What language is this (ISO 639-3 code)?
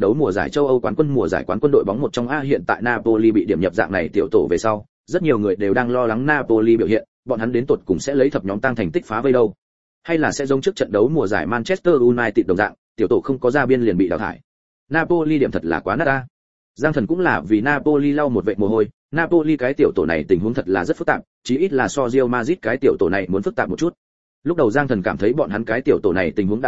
vie